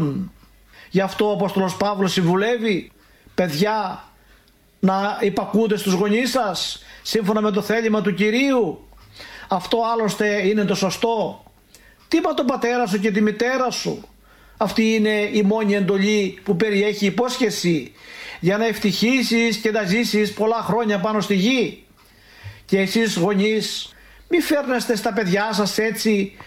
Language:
Greek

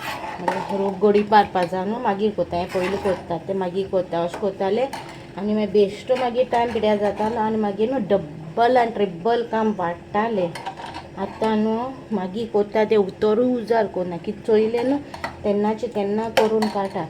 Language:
Konkani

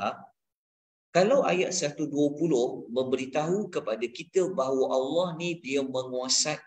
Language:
Malay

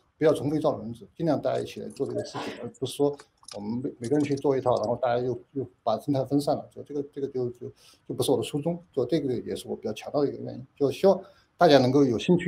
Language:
Chinese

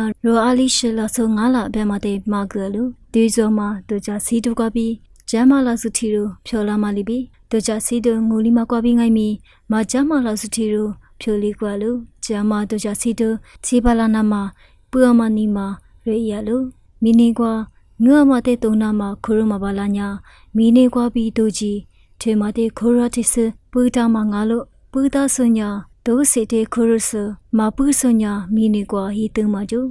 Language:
Lisu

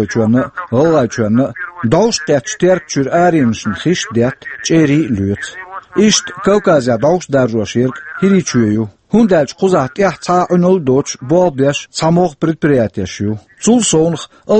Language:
Chechen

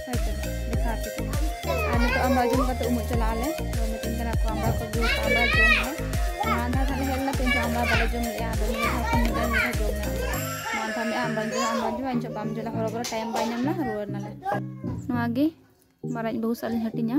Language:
Santali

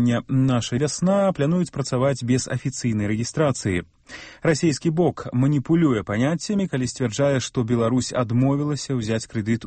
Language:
Belarusian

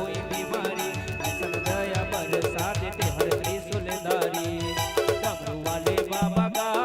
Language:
Chhattisgarhi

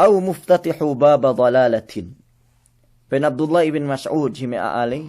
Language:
Yakan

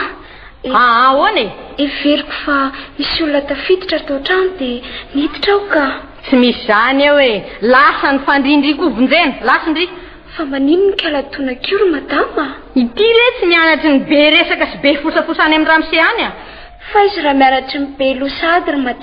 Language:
Malagasy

